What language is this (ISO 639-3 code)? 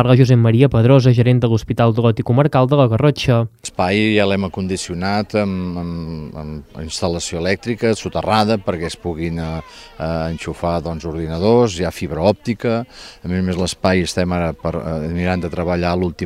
cat